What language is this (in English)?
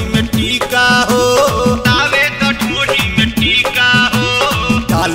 Bhojpuri